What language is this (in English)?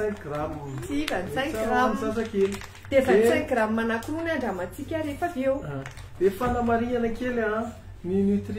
Malagasy